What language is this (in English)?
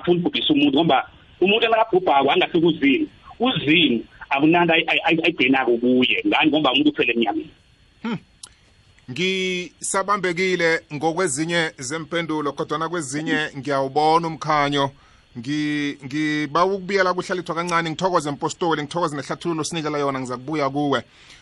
South Ndebele